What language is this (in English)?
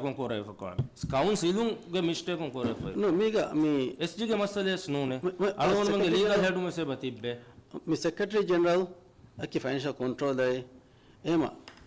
Divehi